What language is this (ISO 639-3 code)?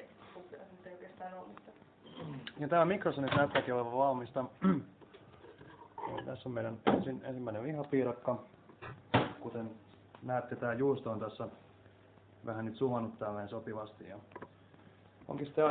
fin